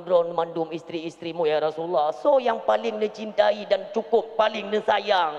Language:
Achinese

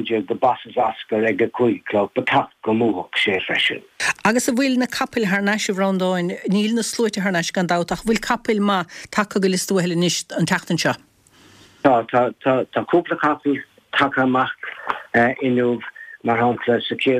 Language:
Irish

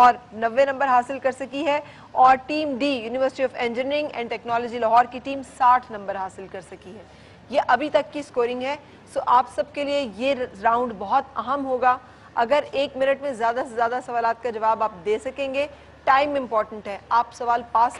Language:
Urdu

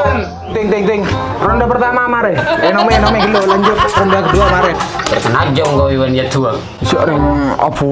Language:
Madurese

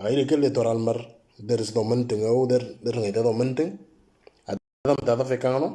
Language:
Moro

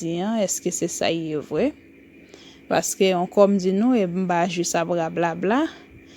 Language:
Haitian Creole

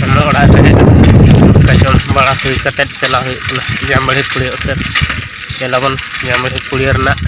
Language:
Santali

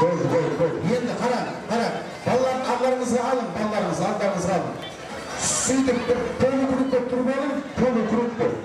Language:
Kara-Kalpak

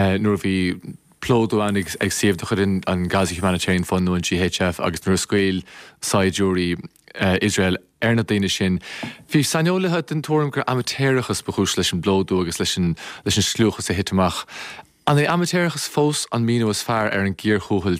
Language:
Irish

